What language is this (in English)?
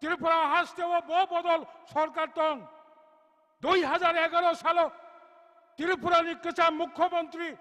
Kok Borok